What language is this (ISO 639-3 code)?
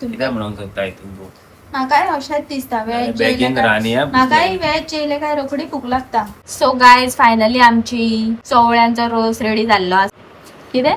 kok